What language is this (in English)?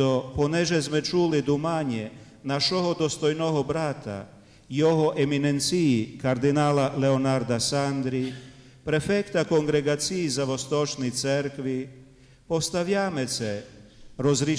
Rusyn